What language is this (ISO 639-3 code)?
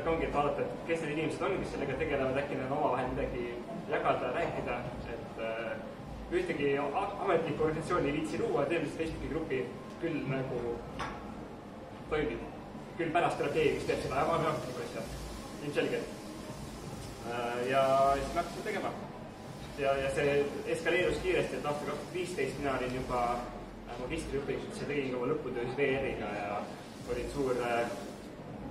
est